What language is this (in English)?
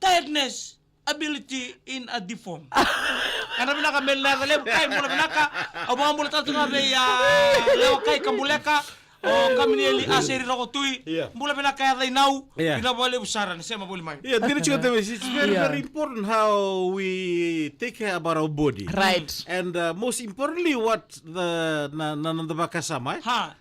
Fijian